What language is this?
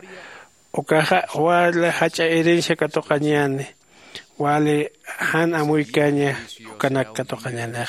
Aymara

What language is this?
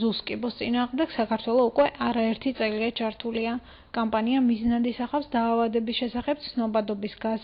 Georgian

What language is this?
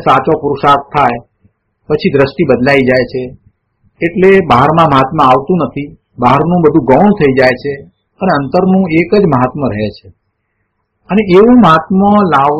Gujarati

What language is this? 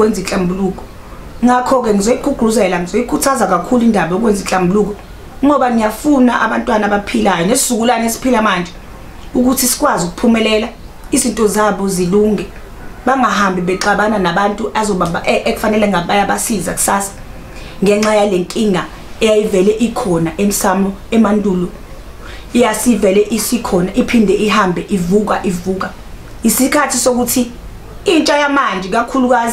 Zulu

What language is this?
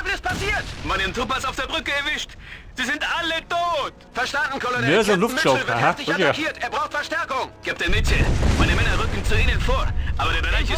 Bavarian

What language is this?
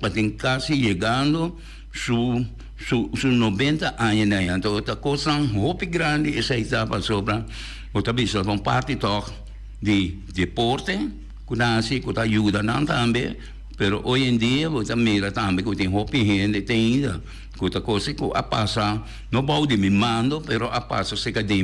Papiamento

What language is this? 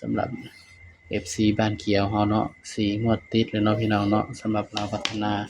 Lao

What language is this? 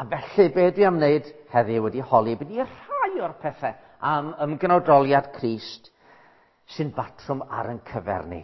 Welsh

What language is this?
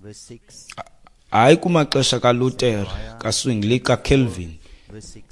Xhosa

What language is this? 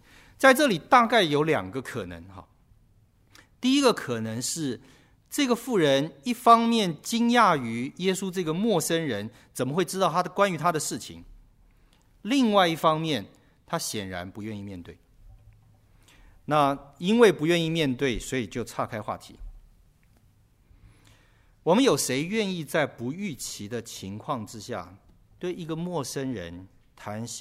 Chinese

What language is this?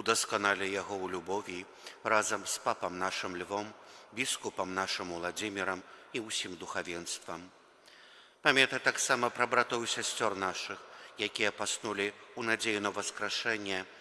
Belarusian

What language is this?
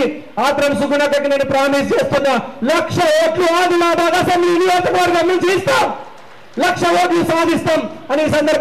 Telugu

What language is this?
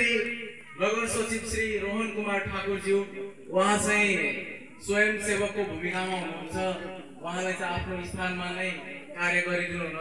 Nepali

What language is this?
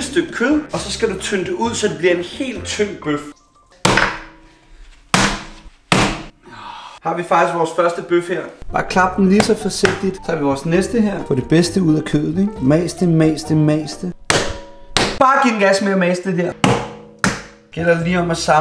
Danish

